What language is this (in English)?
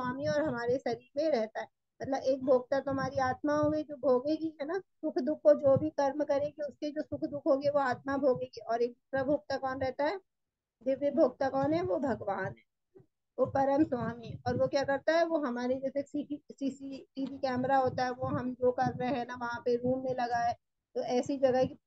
Hindi